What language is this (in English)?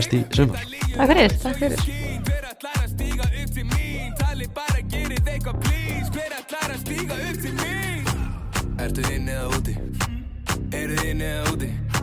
Icelandic